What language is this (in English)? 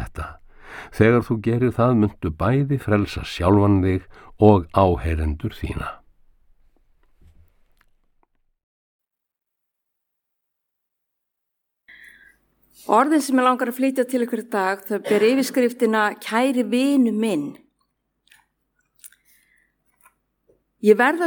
Icelandic